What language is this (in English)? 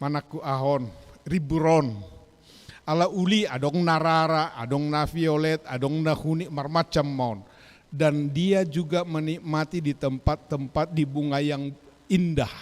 Batak Toba